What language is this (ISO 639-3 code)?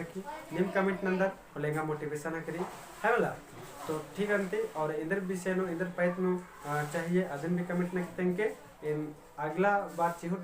kru